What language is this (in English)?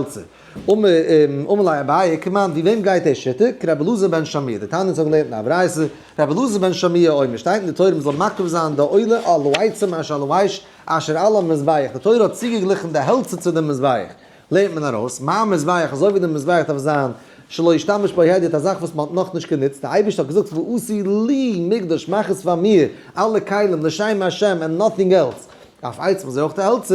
Yiddish